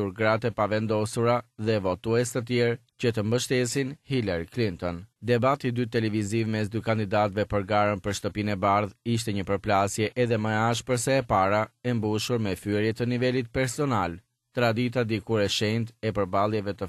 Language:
Albanian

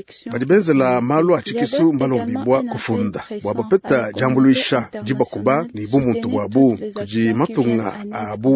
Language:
Luba-Lulua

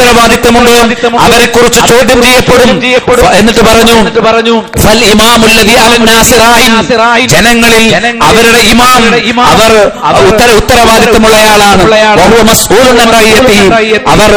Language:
Malayalam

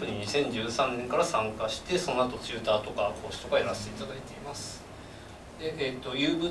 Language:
Japanese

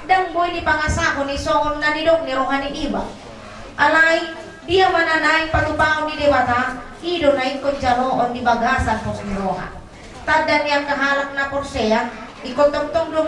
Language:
Batak Toba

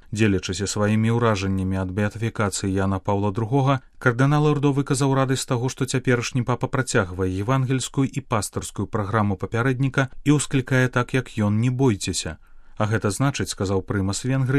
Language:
Belarusian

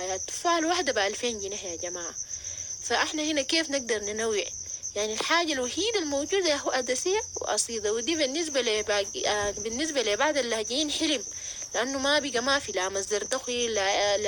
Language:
Sudanese Arabic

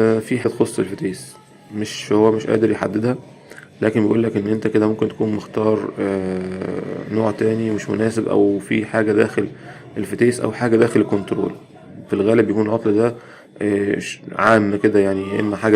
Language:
Egyptian Arabic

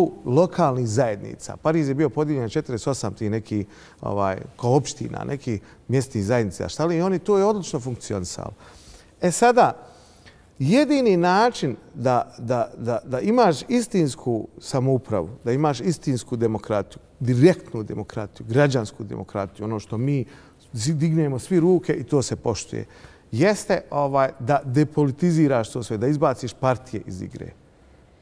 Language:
Bosnian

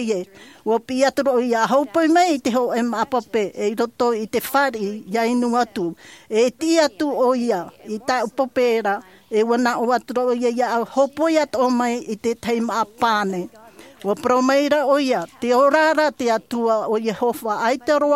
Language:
Tahitian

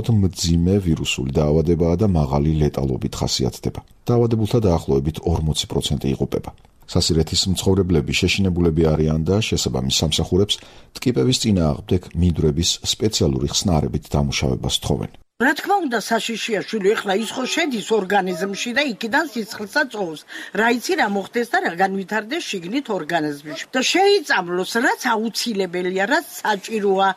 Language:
Georgian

